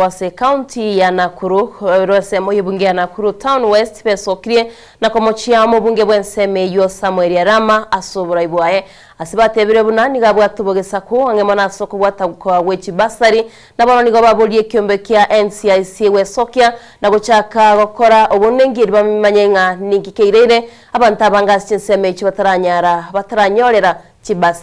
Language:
Gusii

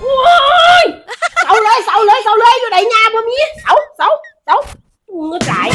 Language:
Northeastern Thai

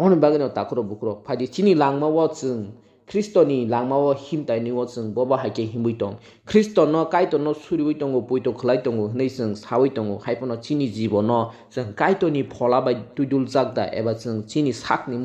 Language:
Kok Borok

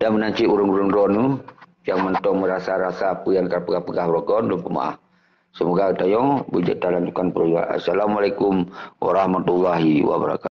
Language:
Achinese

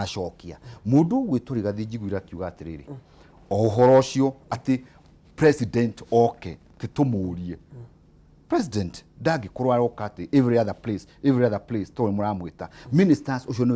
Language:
Kikuyu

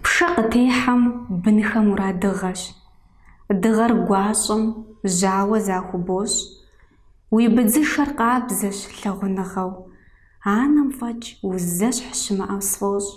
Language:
Kabardian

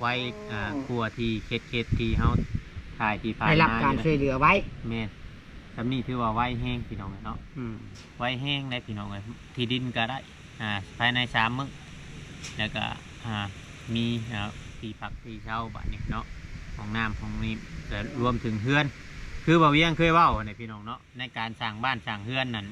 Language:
Northeastern Thai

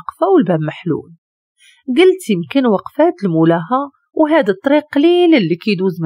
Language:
Moroccan Arabic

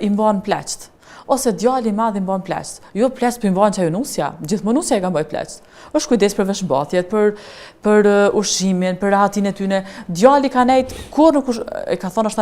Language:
Albanian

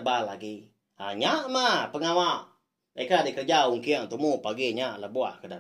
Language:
Iban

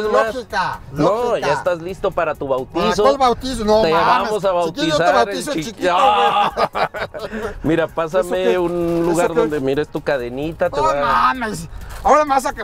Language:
Spanish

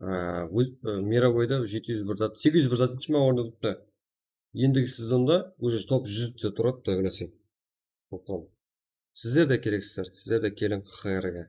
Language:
Kara-Kalpak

